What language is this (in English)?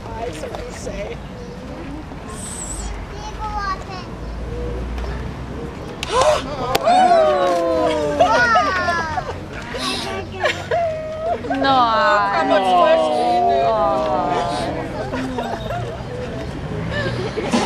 Danish